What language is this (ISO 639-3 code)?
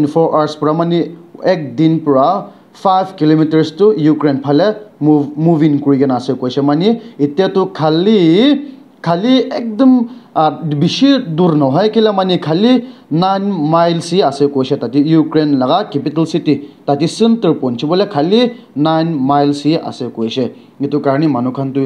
nag